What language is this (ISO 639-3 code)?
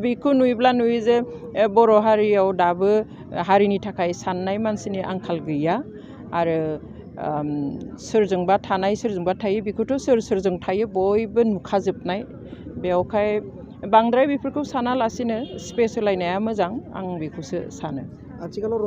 brx